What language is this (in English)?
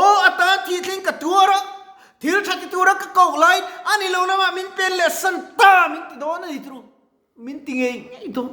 Mizo